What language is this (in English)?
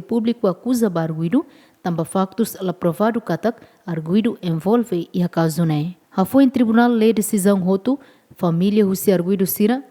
Tetum